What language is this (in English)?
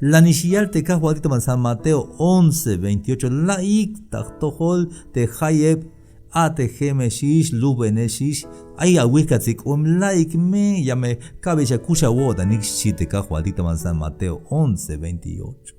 Tzeltal